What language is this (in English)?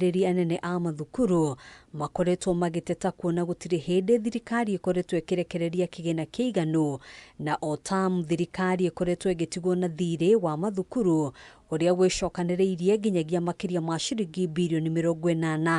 Kikuyu